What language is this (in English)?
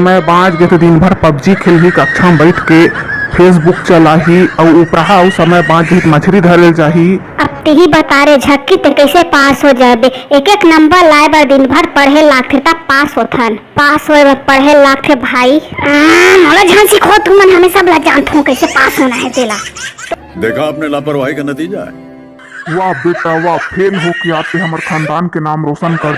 Chhattisgarhi